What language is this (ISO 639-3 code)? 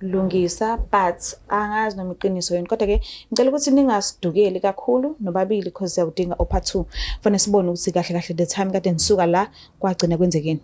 zul